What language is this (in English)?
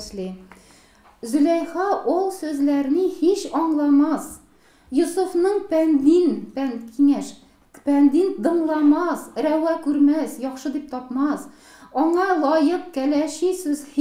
Tatar